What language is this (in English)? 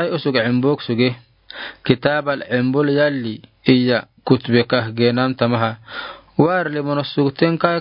Afar